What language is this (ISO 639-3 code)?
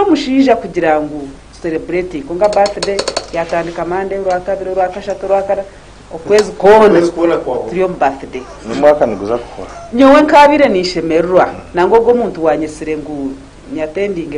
nyn